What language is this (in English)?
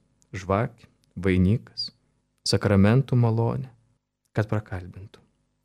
Lithuanian